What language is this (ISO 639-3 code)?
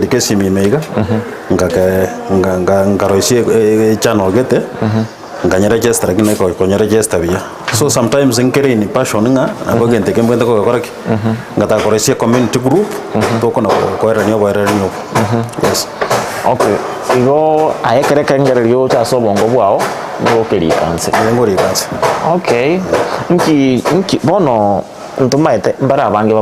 guz